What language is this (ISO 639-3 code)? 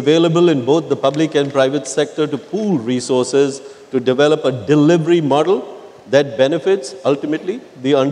eng